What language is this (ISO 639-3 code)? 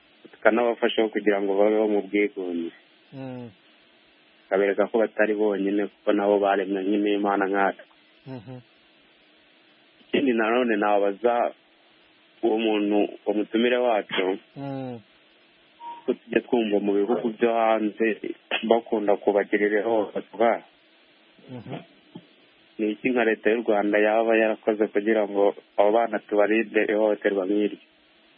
kin